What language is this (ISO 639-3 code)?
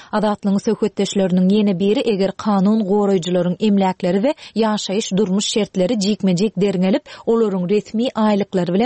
tuk